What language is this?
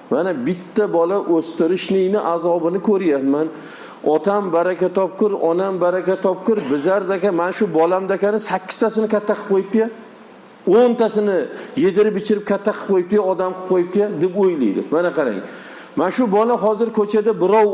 Uzbek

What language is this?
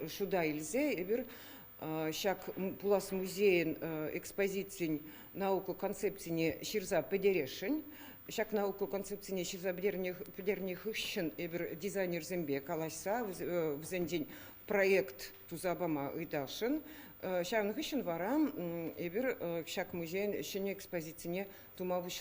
Chuvash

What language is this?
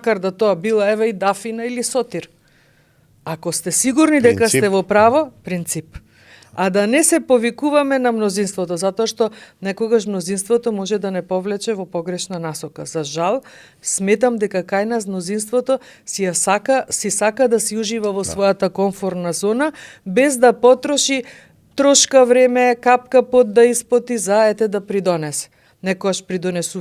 Macedonian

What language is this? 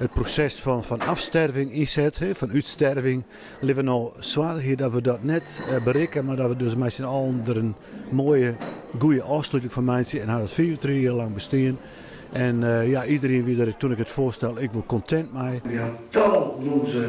Western Frisian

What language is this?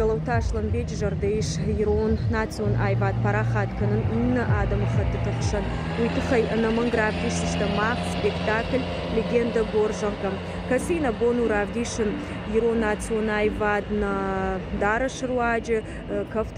Ossetic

